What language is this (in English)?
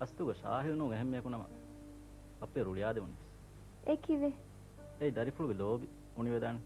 Divehi